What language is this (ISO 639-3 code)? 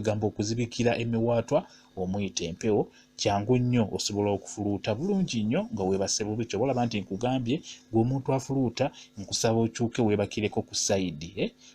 lug